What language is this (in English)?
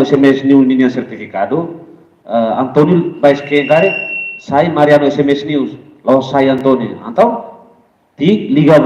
Tetum